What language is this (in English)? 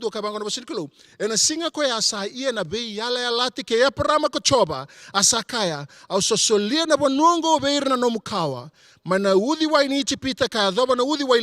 Fijian